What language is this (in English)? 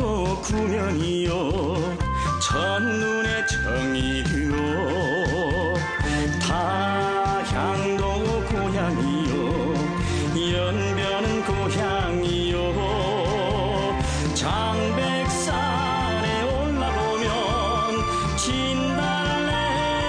Korean